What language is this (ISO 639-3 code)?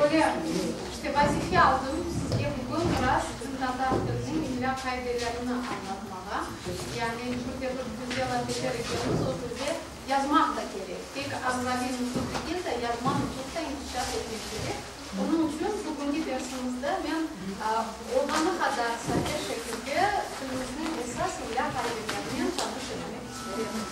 crh